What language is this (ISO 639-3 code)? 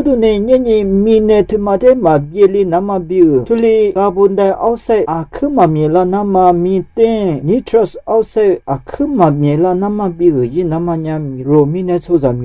lis